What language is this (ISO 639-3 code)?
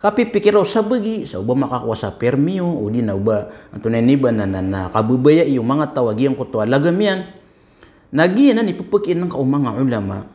mrw